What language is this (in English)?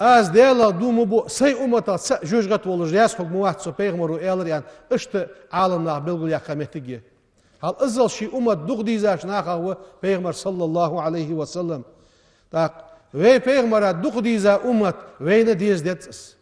Ingush